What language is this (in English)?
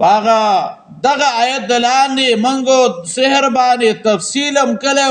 Pashto